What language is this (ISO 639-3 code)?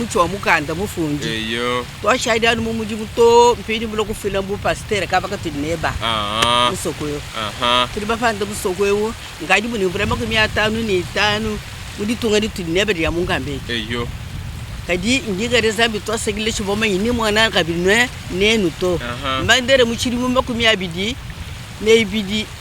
lua